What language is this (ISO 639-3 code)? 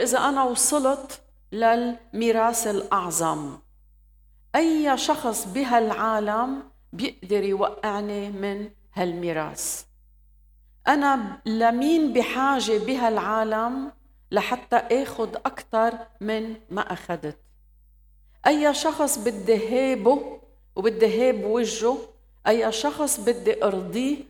apc